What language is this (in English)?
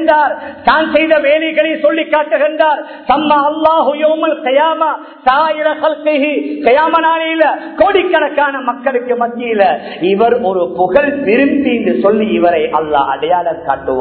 Tamil